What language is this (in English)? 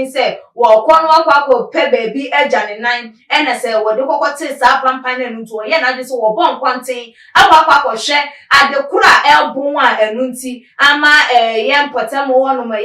Akan